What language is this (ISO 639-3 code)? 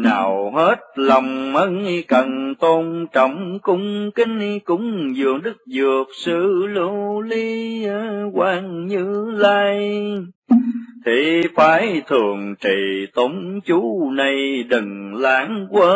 vie